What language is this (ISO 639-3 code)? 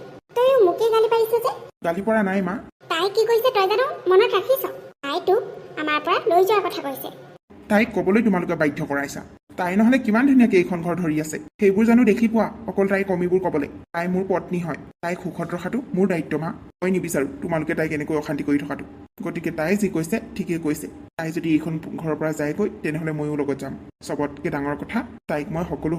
asm